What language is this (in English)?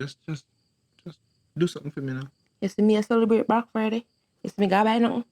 Jamaican Creole English